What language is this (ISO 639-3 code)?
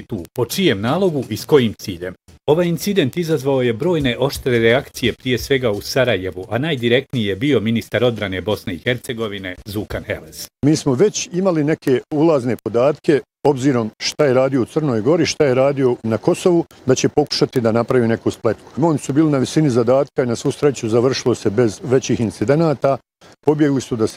bos